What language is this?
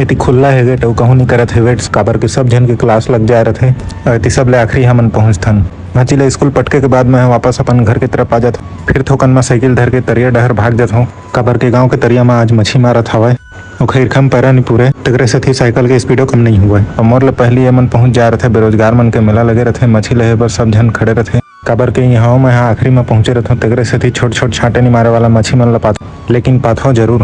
Chhattisgarhi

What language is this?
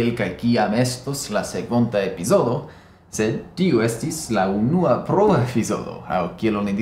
Esperanto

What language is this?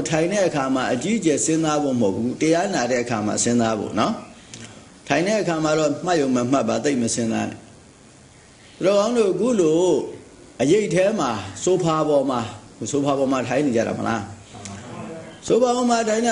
Burmese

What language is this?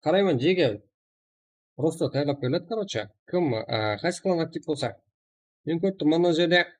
Kara-Kalpak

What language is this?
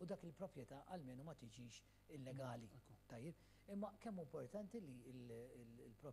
Maltese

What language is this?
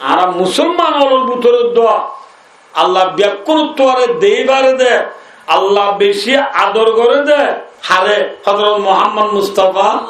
Rohingya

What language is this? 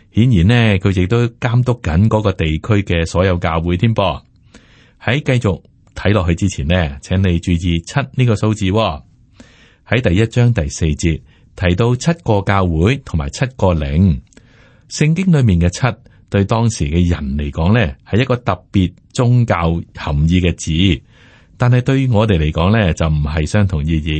Cantonese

